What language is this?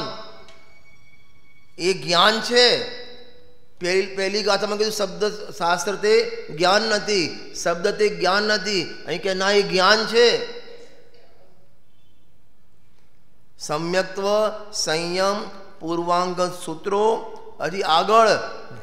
Gujarati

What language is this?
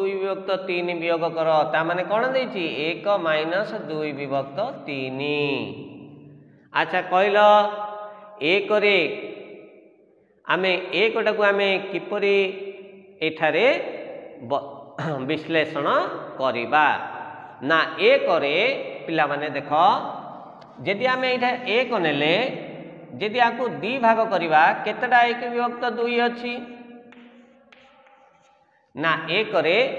Odia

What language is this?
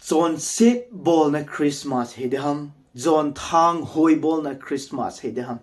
Thado Chin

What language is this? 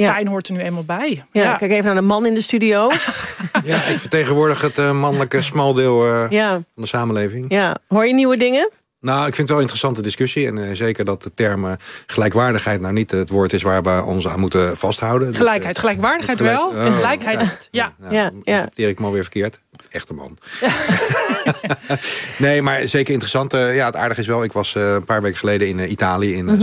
Dutch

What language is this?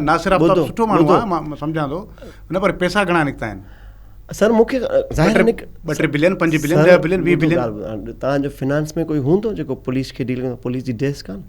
Sindhi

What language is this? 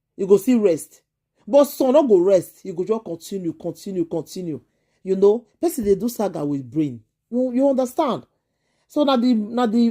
Nigerian Pidgin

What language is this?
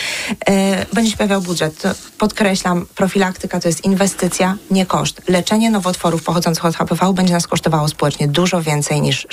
Polish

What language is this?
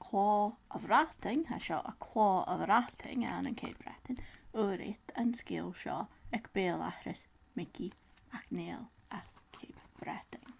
Scottish Gaelic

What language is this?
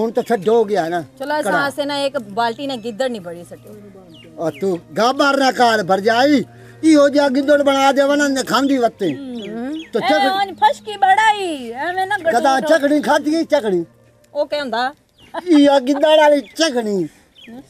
Punjabi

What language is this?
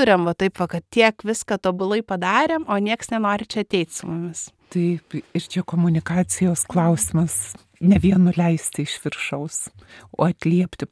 Lithuanian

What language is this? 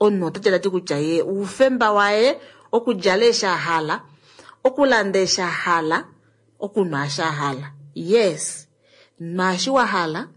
Kuanyama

